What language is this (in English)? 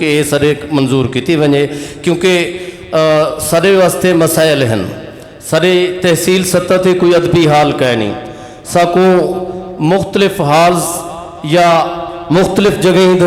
Saraiki